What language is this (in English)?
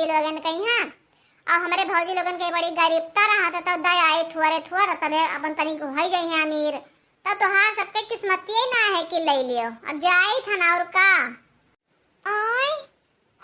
Awadhi